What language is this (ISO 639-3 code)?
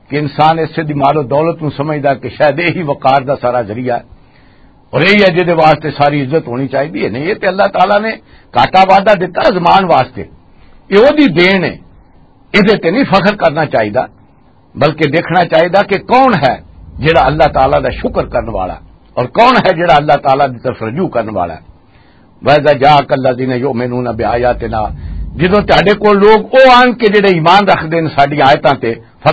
lah